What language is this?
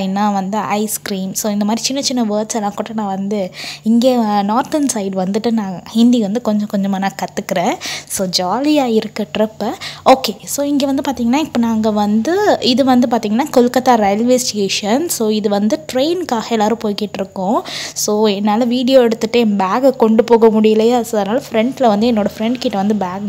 Tamil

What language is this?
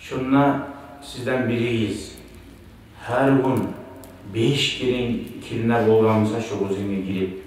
Kumyk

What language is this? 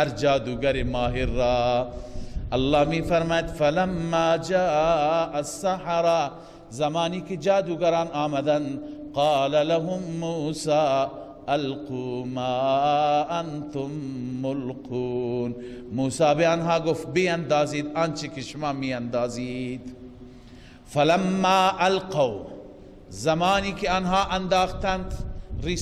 Persian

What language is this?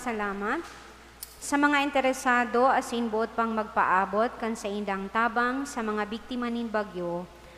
Bikol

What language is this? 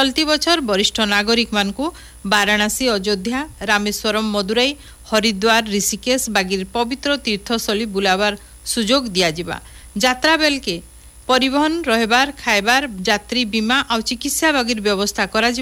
Odia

